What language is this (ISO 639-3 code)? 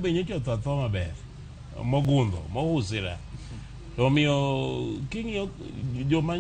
luo